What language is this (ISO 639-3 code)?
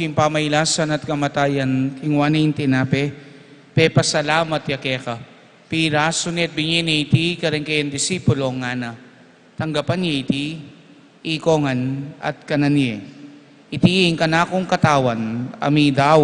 pam